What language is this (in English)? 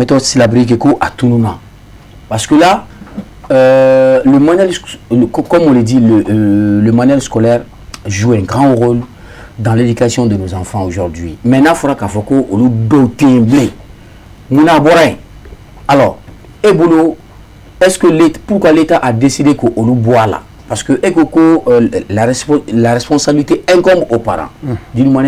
Bambara